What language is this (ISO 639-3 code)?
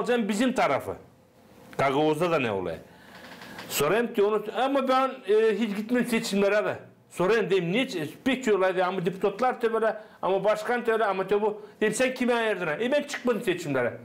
gag